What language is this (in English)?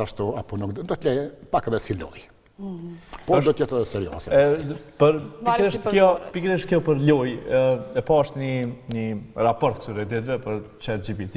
Albanian